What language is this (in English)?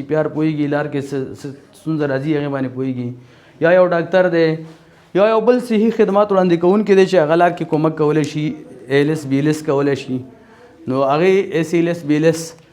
Pashto